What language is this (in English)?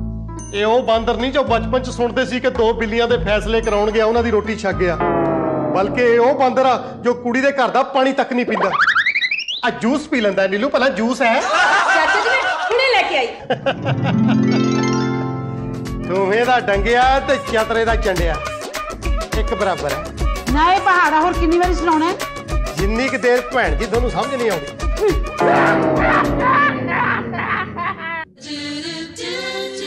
Punjabi